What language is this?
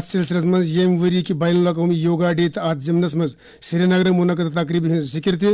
Kashmiri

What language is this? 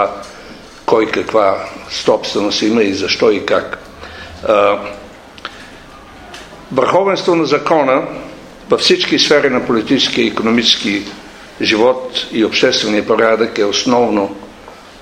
Bulgarian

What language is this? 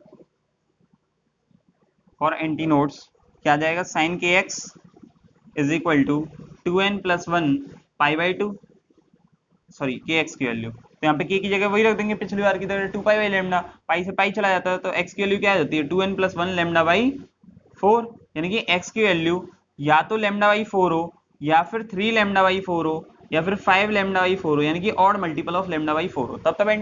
Hindi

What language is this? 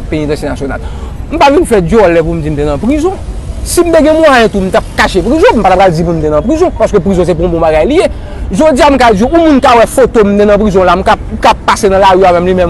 Haitian Creole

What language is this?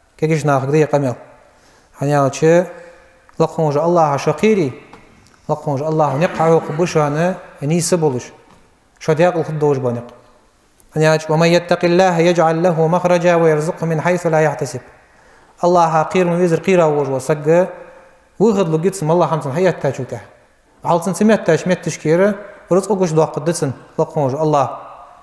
Ingush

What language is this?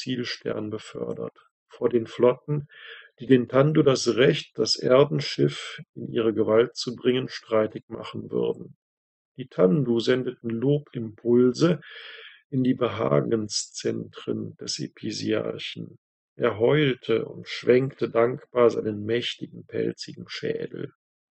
German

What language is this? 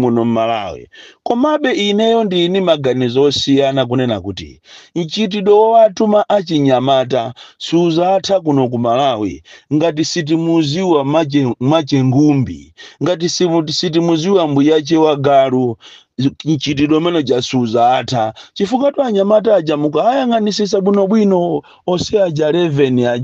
Nyanja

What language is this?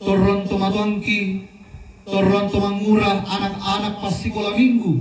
Toraja-Sa'dan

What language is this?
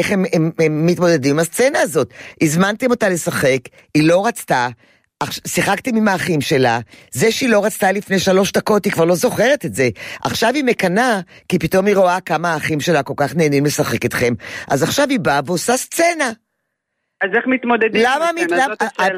Hebrew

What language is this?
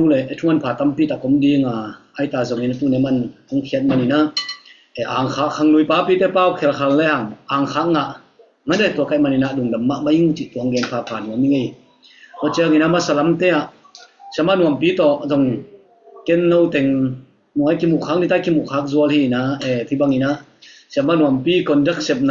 Tedim Chin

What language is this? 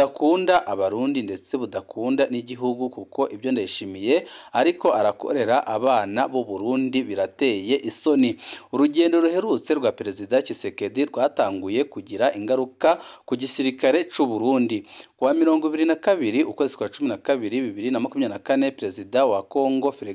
Rundi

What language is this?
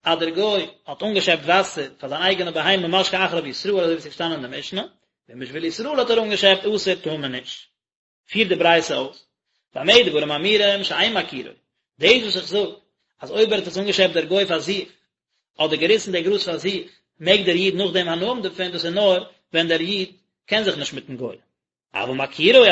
Yiddish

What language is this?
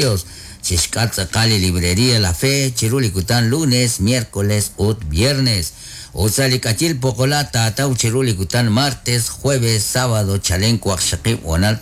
Kekchí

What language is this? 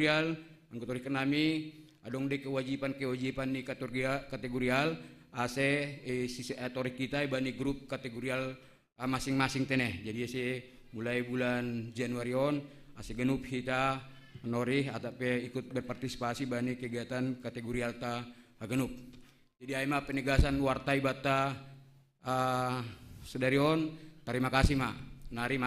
Batak Simalungun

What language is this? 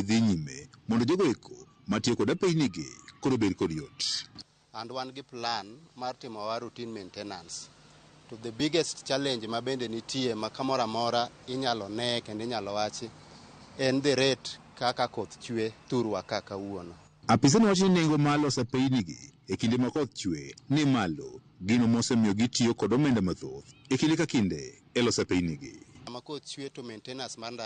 Luo (Kenya and Tanzania)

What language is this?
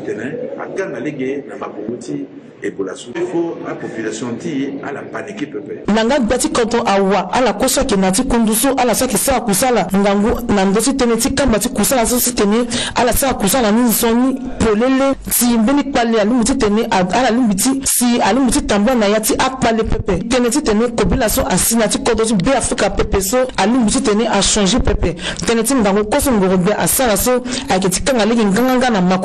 Sango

